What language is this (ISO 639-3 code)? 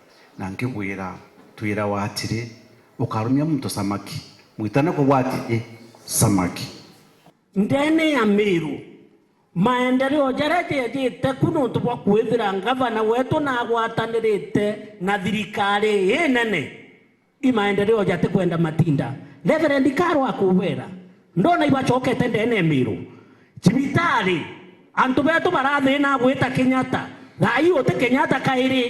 mer